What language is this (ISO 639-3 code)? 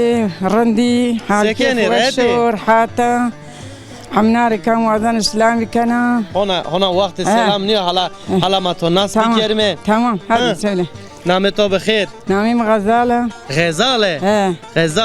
zza